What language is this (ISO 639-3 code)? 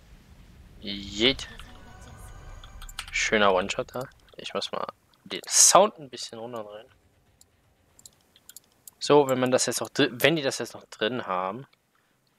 deu